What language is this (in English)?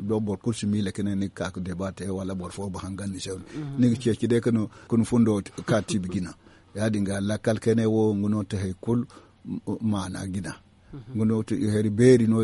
Zarma